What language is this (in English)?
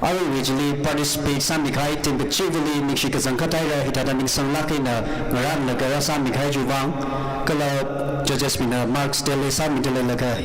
Tangkhul Naga (India)